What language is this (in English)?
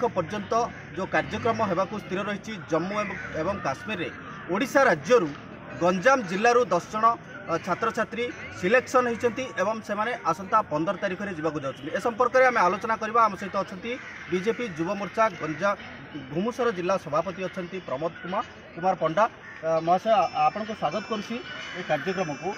Odia